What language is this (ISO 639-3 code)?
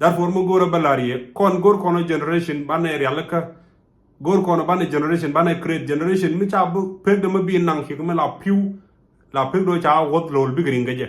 nus